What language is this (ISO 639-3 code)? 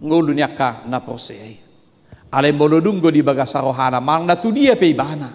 bbc